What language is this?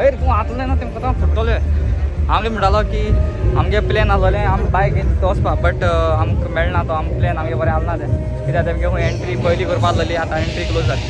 Konkani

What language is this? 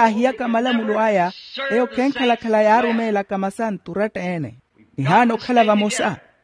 Makhuwa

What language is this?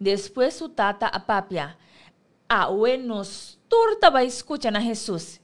Papiamento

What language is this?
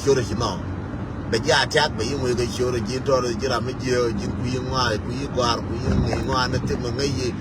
Nuer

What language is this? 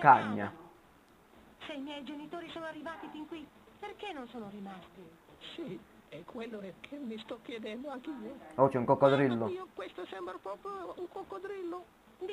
Italian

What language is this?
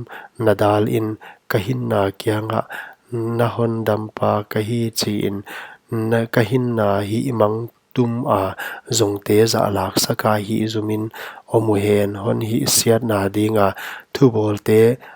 Paite Chin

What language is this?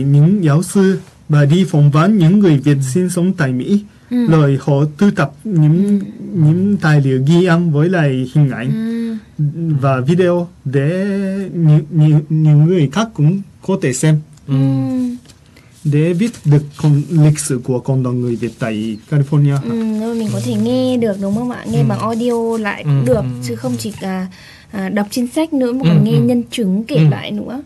Vietnamese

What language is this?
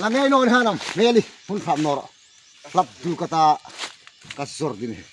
Hmar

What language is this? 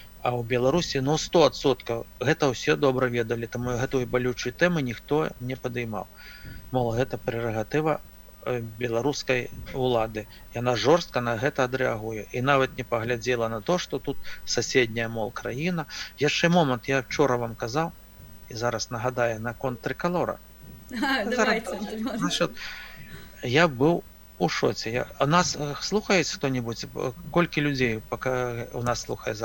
Belarusian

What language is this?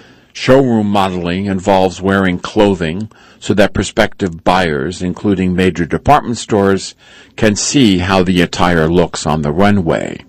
English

